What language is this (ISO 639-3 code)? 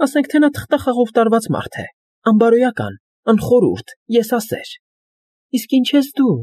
hye